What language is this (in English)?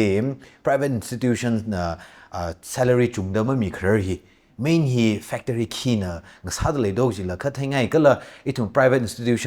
Tangkhul Naga (India)